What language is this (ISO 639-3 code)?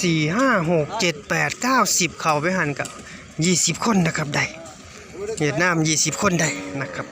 tts